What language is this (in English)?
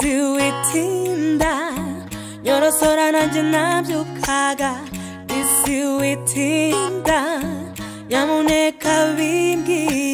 Kinyarwanda